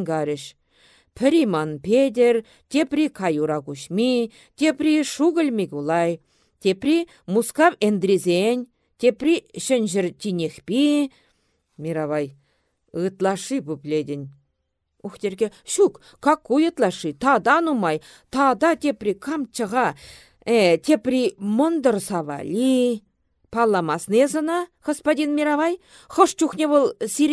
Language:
Chuvash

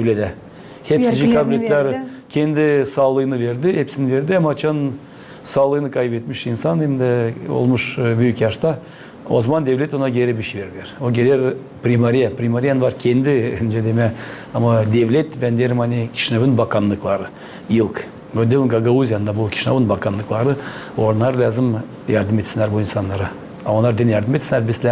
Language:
Gagauz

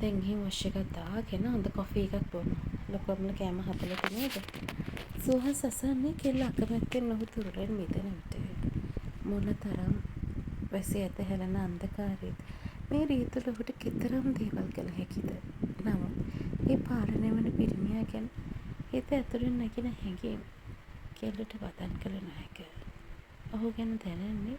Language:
Sinhala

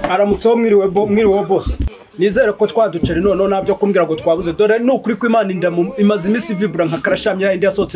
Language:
Kinyarwanda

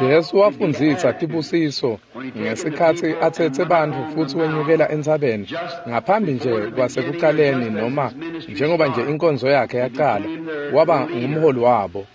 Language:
Swati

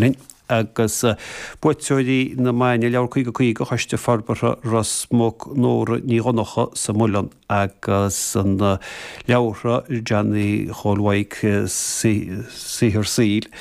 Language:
Irish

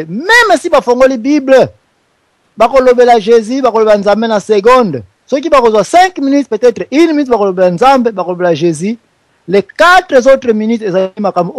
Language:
Lingala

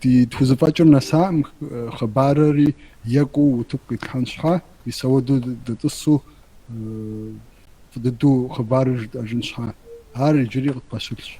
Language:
Kabardian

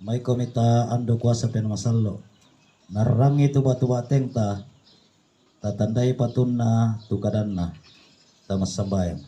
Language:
Toraja-Sa'dan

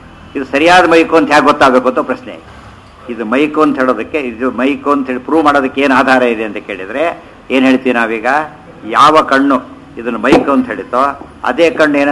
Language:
Kannada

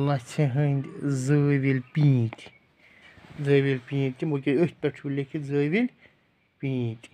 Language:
Kashmiri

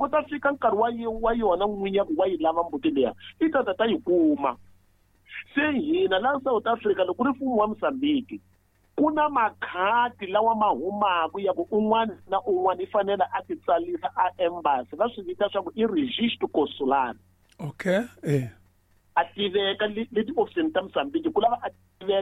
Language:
Tsonga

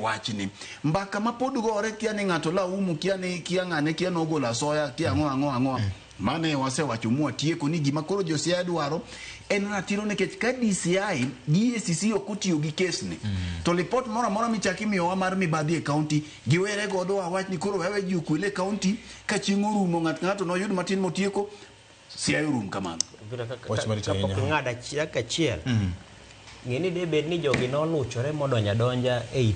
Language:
Luo (Kenya and Tanzania)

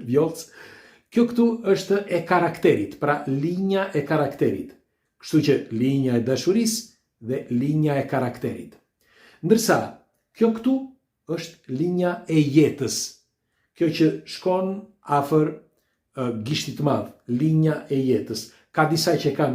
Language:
Albanian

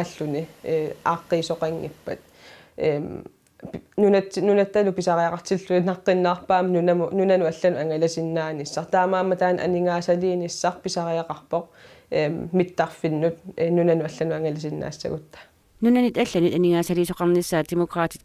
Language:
Kalaallisut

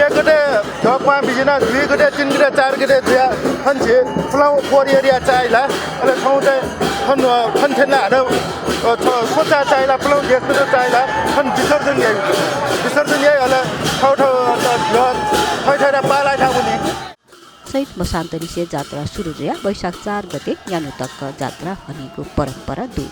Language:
Newari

